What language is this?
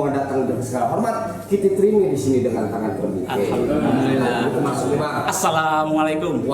Betawi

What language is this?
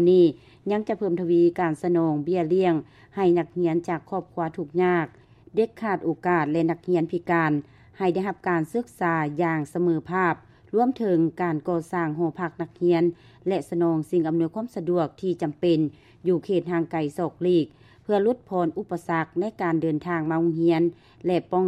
Lao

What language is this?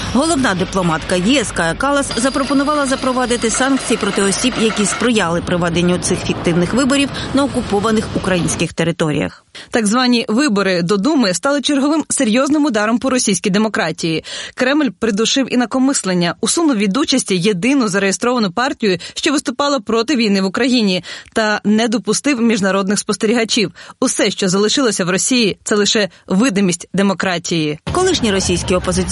Ukrainian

